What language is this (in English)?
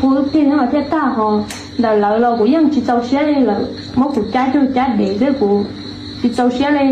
Hmong